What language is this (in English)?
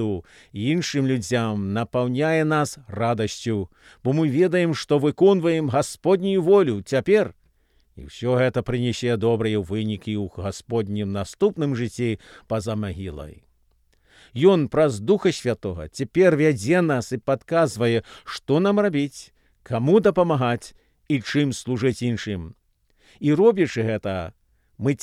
Belarusian